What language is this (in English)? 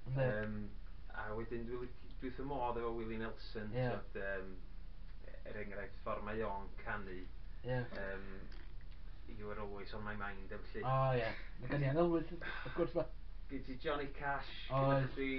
Welsh